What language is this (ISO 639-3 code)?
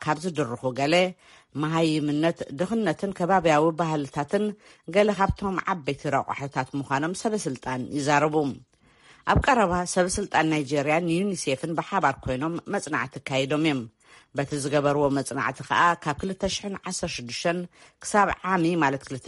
tir